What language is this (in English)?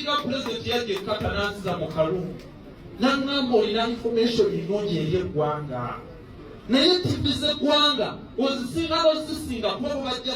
Ganda